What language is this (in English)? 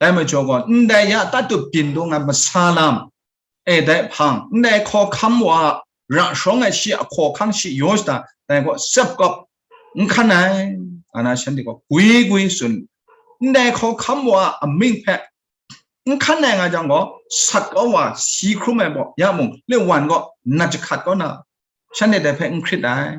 Kachin